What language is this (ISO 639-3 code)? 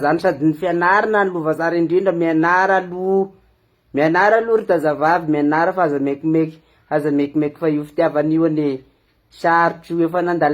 mlg